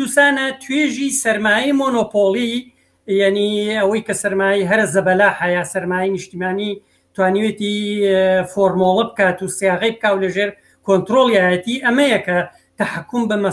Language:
Central Kurdish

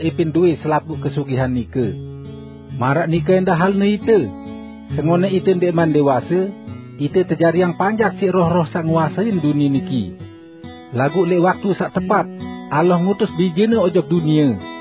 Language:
Sasak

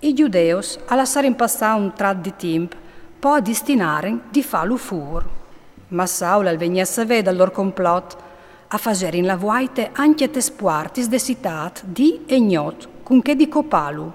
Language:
Friulian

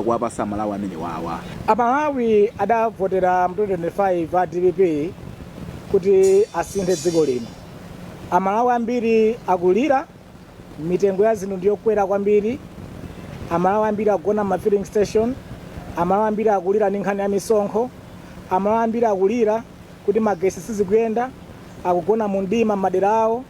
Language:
Nyanja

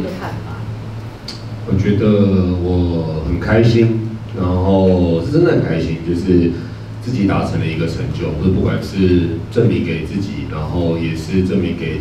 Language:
Chinese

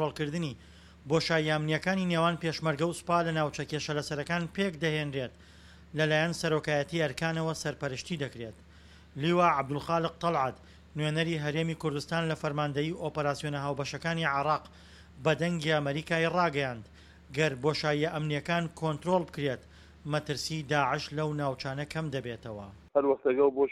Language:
Central Kurdish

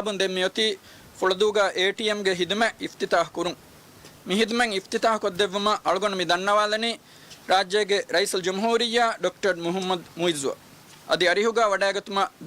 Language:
Divehi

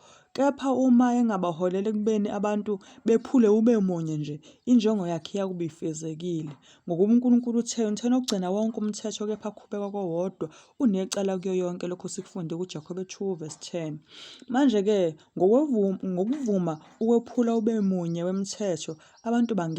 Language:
Zulu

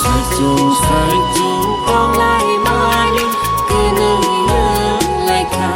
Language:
Kok Borok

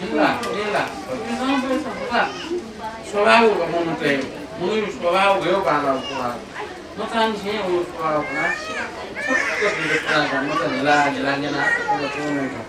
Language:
Newari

